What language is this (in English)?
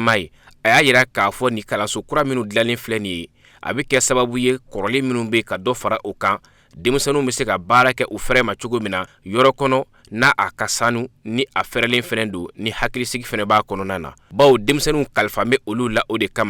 Bambara